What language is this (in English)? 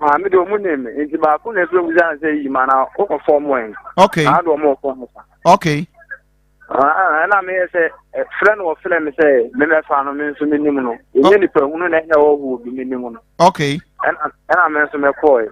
Akan